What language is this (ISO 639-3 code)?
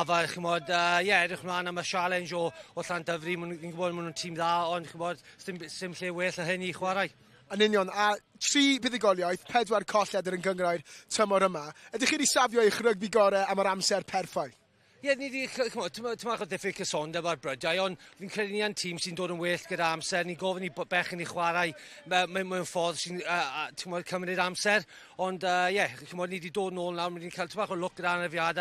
cym